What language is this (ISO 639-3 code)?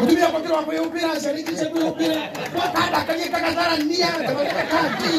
kik